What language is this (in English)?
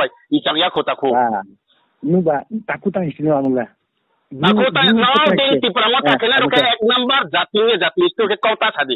Riang (India)